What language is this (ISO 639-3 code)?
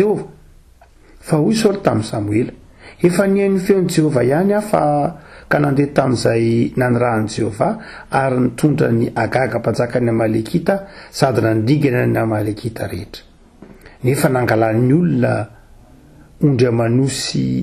mlg